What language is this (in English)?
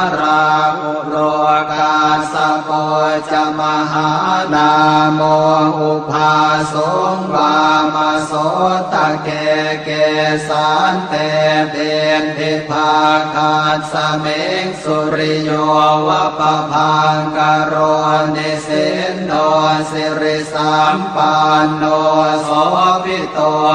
Pali